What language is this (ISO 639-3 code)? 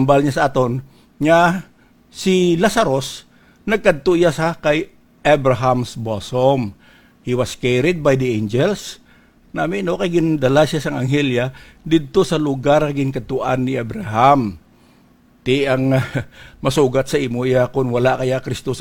hil